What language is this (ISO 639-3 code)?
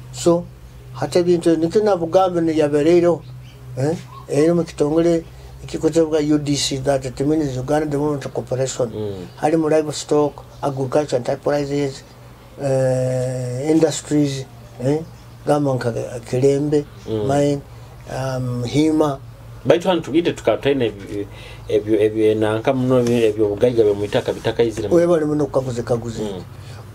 nyo